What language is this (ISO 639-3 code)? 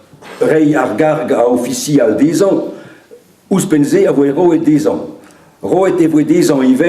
bre